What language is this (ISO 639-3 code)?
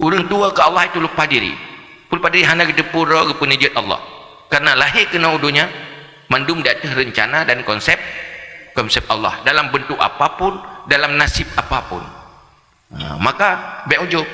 ace